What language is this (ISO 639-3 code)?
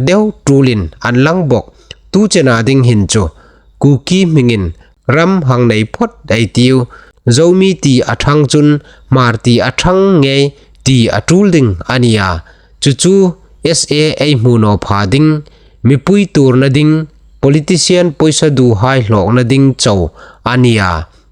hmr